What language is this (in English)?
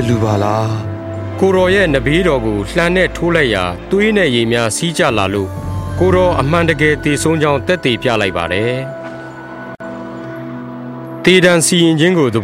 Burmese